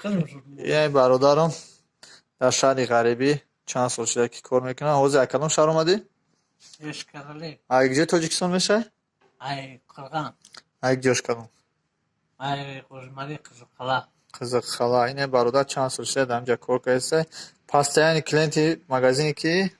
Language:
Tajik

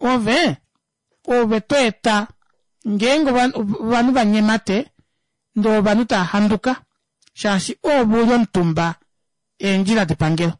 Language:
Kuanyama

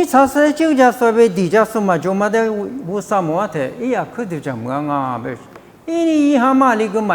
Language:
Lisu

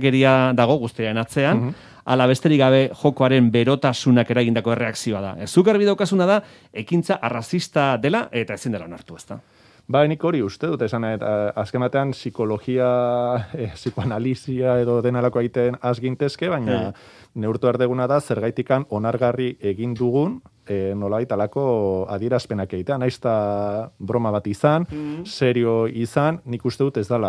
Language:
Basque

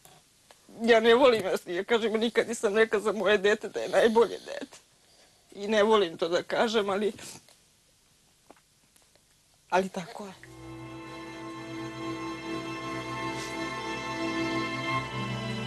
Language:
Serbian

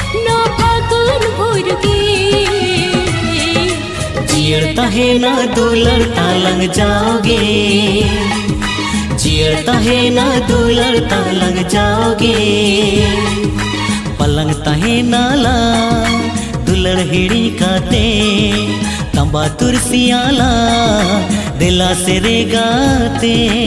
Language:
Santali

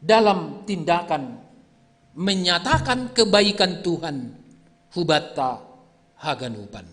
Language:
Batak Simalungun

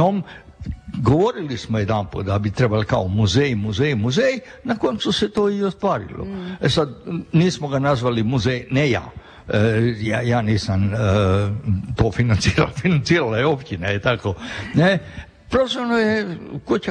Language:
Croatian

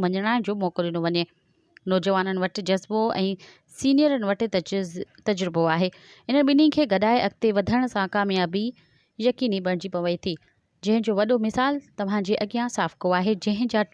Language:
Sindhi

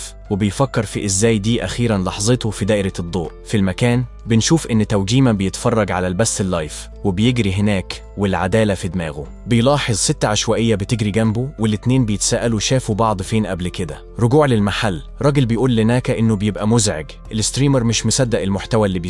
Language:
Egyptian Arabic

